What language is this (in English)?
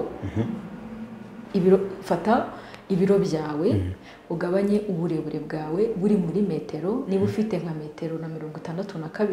Kinyarwanda